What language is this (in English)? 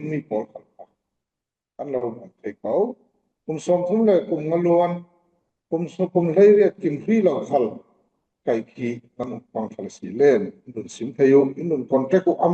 Falam Chin